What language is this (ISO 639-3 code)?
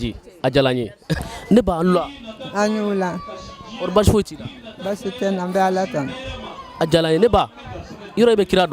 bam